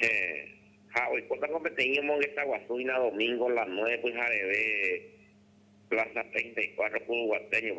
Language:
Guarani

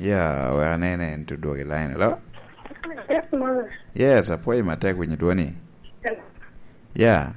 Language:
Lango (Uganda)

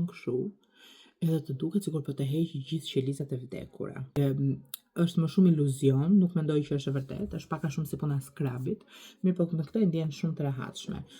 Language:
Albanian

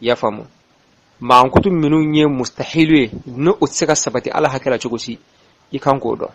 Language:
Bambara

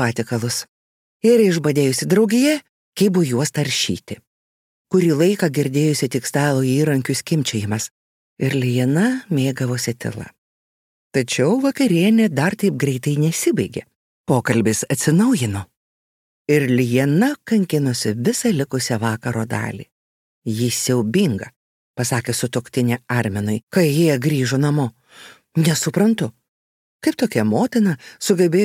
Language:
Lithuanian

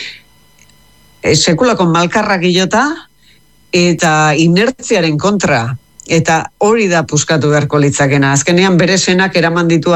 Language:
Basque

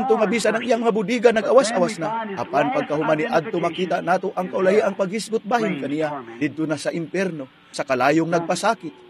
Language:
Cebuano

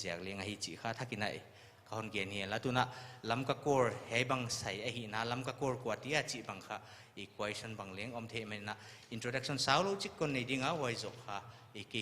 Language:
Paite Chin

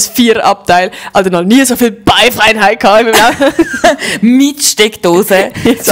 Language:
Swiss German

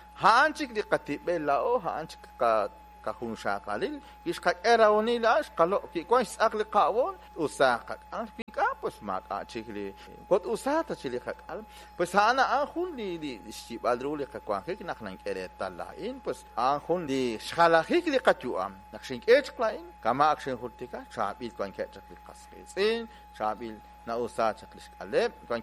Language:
Kekchí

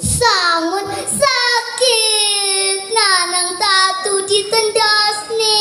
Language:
Balinese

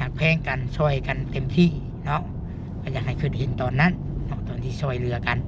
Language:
Lao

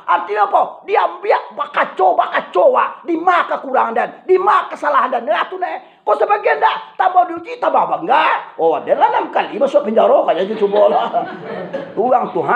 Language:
Minangkabau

